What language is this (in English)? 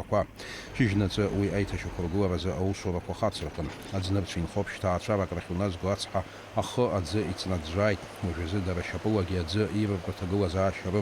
Abkhazian